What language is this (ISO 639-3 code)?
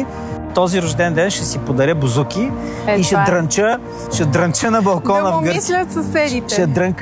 bul